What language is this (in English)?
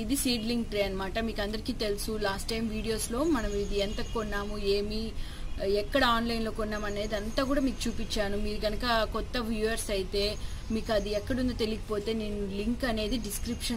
Telugu